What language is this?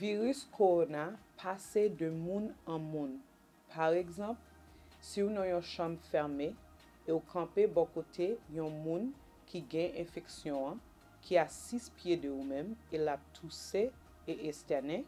Haitian Creole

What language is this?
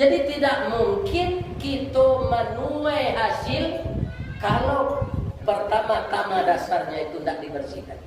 Minangkabau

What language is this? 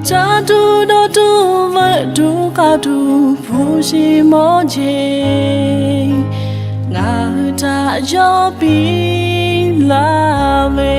Lahu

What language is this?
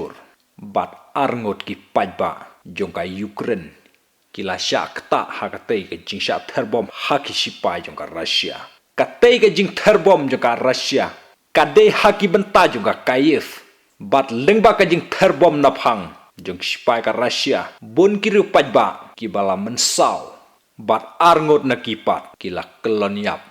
Khasi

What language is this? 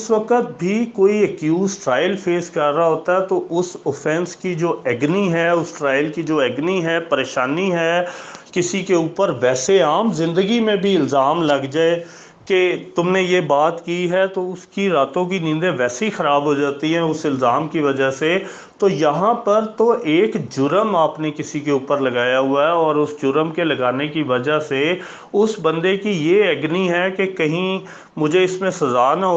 Urdu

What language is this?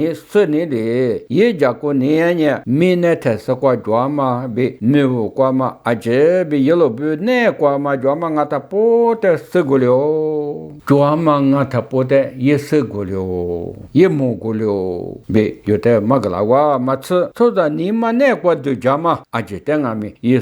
Lisu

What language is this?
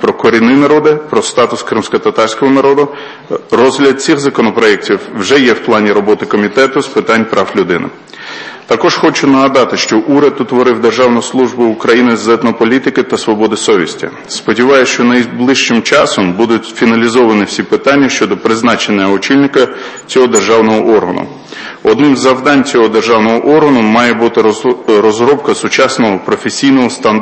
Ukrainian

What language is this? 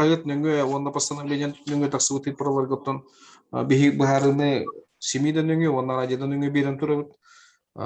Yakut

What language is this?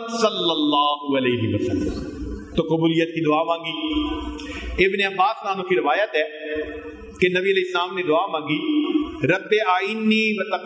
Urdu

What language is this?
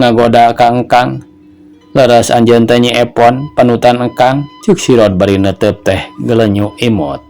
Sundanese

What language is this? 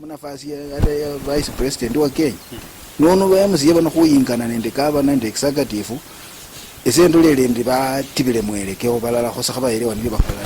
Luyia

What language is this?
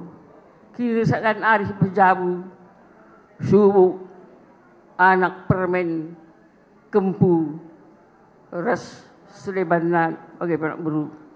Batak Karo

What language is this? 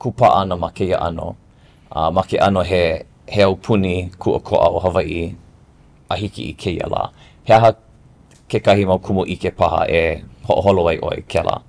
Hawaiian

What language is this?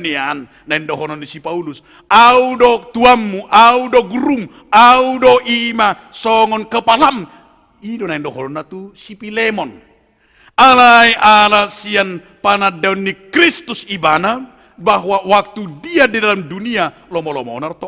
Batak Toba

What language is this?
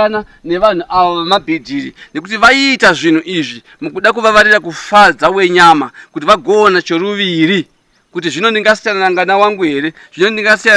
Shona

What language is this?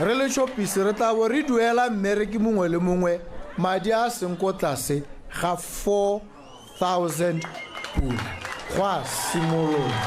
Tswana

